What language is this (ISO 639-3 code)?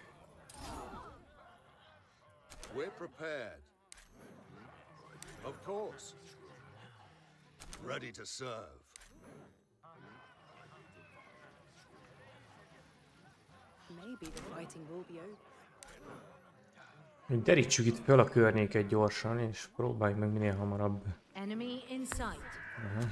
hun